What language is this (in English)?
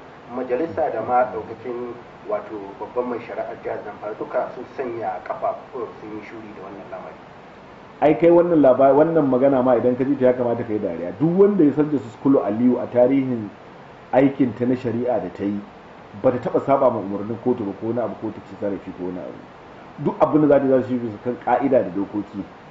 Hausa